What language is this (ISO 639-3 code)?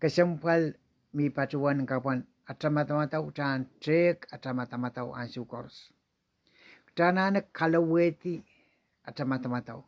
pon